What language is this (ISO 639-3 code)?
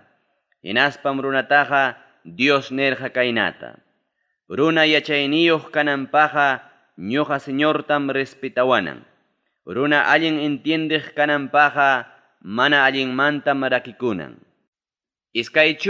quy